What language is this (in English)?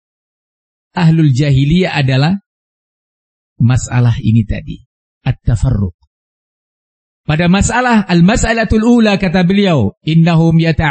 Indonesian